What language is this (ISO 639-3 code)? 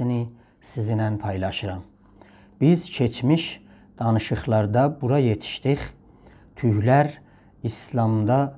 azb